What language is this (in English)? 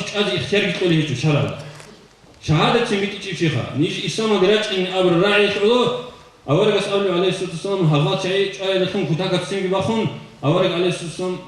Avaric